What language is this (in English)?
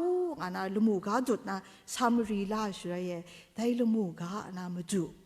Kachin